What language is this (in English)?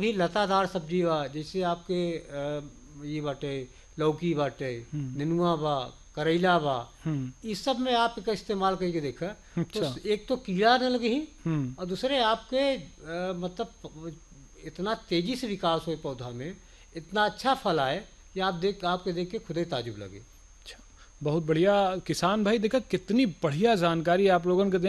Bhojpuri